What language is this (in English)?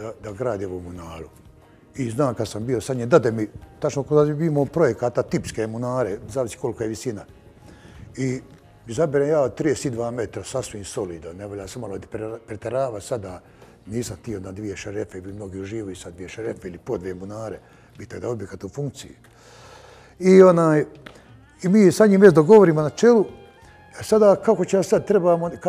Bosnian